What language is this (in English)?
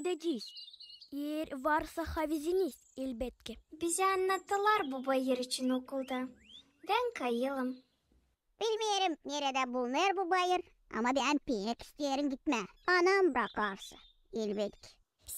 Gagauz